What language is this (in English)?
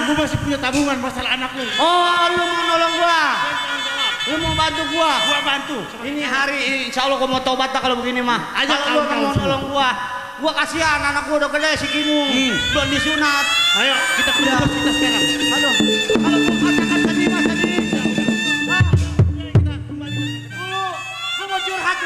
Betawi